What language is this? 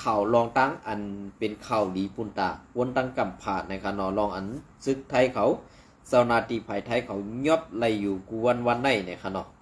Shan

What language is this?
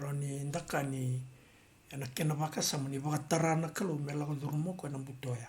Fijian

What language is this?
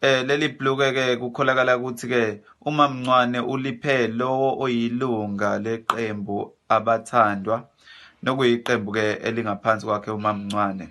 Zulu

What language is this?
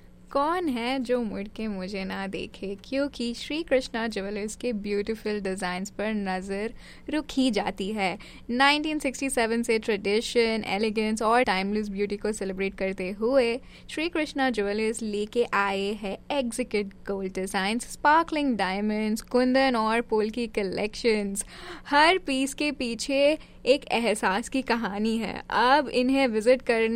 Hindi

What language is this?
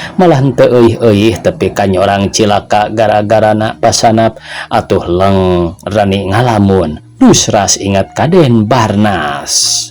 Sundanese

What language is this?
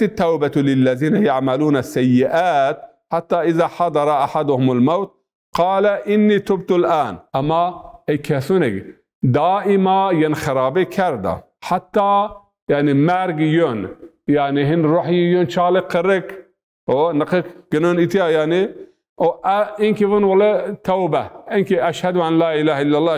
Zaza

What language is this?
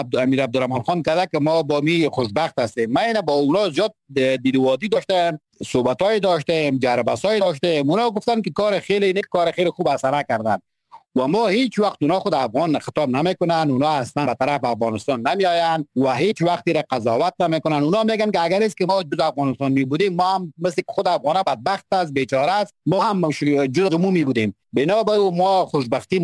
Persian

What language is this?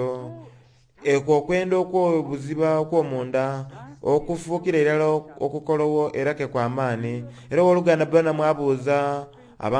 Soga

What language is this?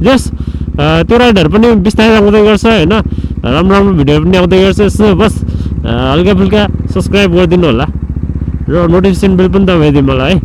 Nepali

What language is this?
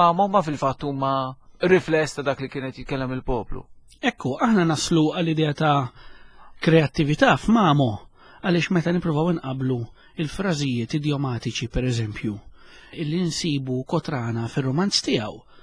Maltese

